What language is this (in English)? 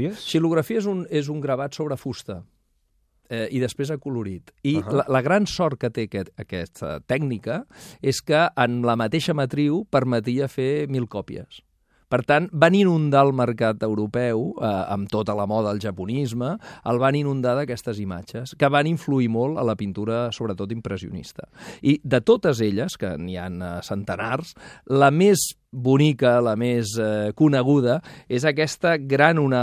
Catalan